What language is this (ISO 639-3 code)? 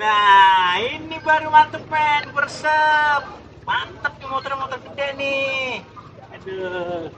bew